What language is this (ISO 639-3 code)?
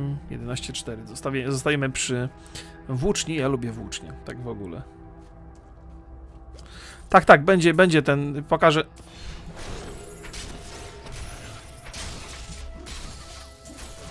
pol